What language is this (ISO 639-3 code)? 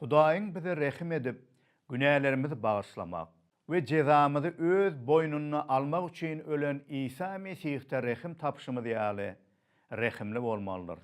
tuk